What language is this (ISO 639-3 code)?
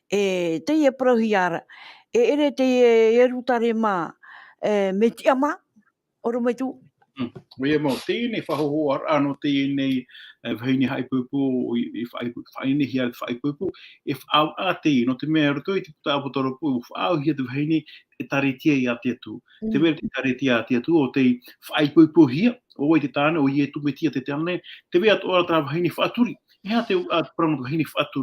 tah